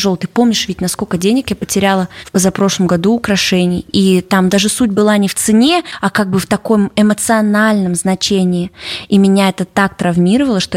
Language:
Russian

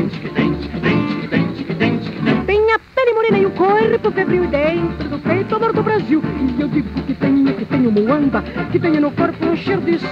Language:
Portuguese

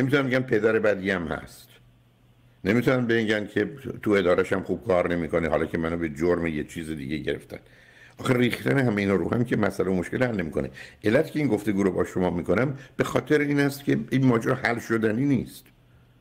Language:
Persian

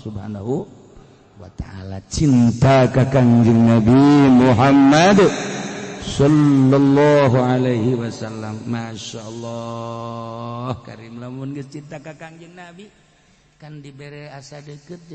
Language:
Sundanese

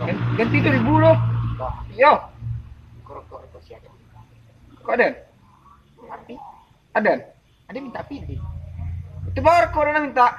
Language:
Minangkabau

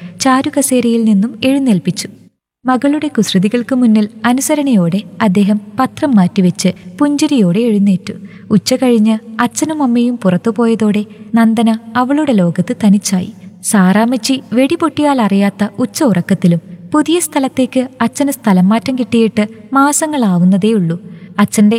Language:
Malayalam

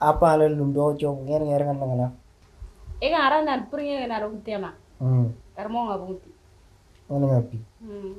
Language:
Moro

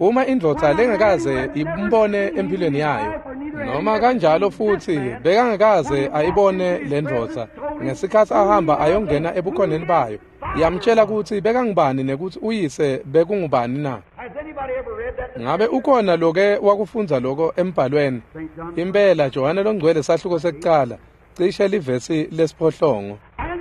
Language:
Swati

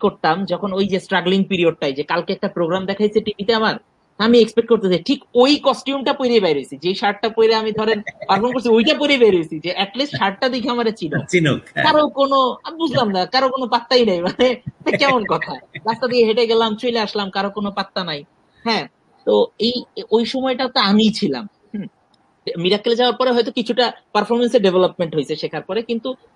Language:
Bangla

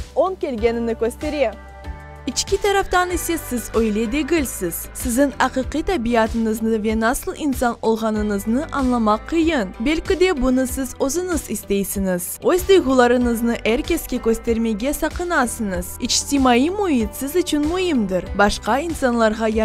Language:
Crimean Tatar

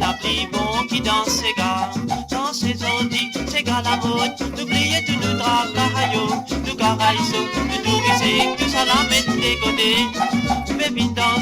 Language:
Morisyen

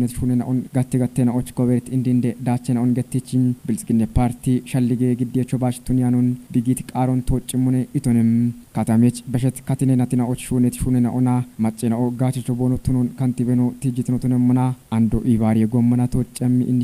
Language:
Kafa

